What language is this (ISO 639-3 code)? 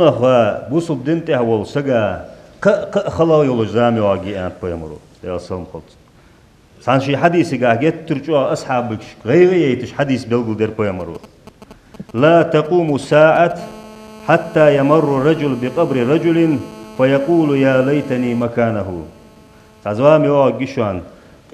inh